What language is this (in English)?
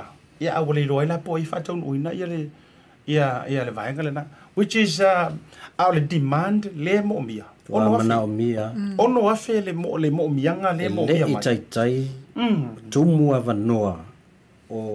Samoan